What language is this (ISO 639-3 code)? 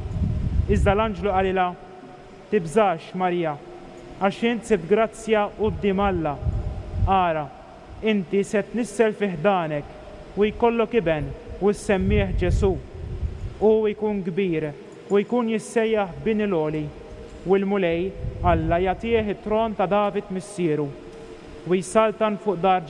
mlt